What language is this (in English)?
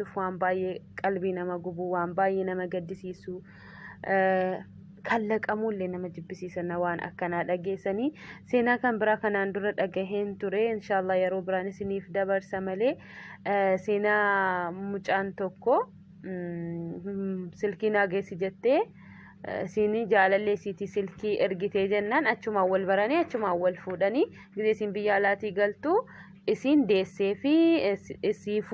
Oromo